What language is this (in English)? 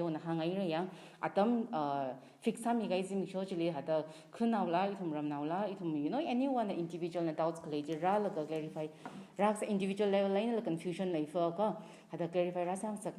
Tangkhul Naga (India)